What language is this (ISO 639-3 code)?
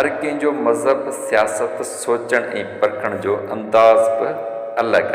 snd